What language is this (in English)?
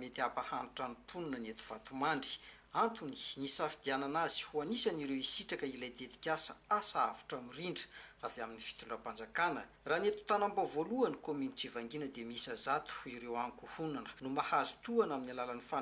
Malagasy